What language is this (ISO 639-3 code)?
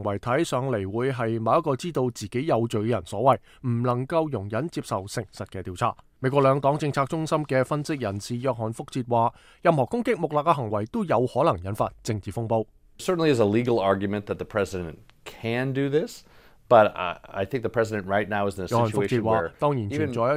yue